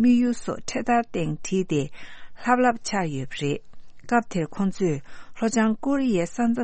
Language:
Tibetan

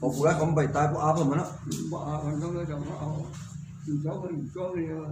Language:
Shan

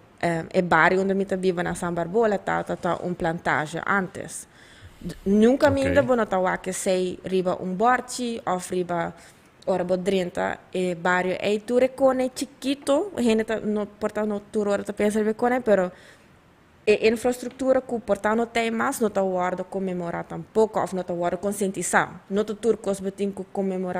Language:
Papiamento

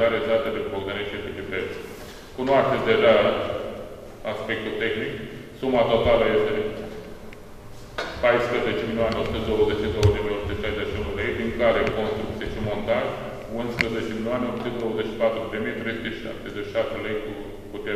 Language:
Romanian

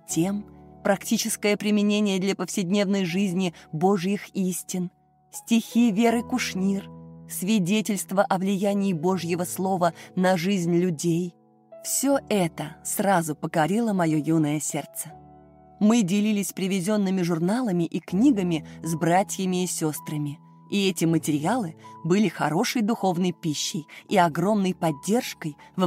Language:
Russian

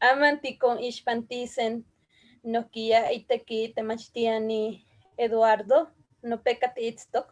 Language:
Eastern Huasteca Nahuatl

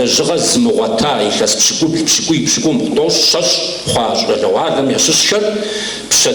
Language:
Kabardian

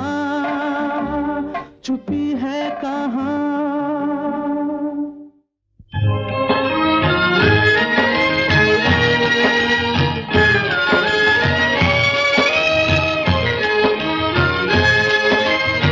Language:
Hindi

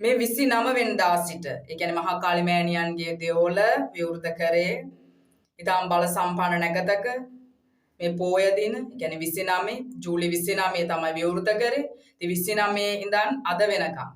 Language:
Sinhala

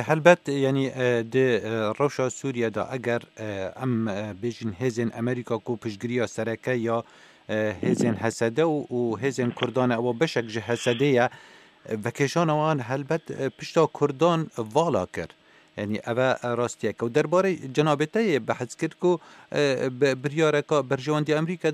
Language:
Kurdish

